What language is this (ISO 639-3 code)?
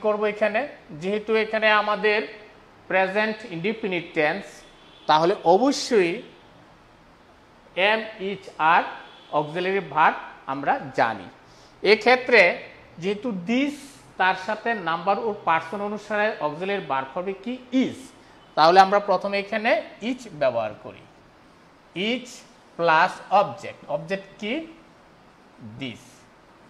ben